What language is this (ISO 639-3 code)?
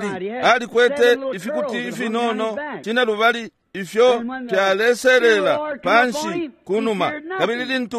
bem